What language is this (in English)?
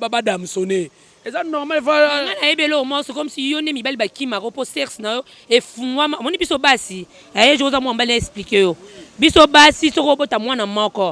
Lingala